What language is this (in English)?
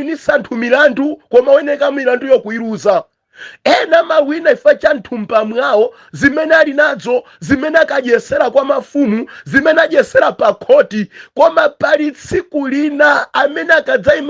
Nyanja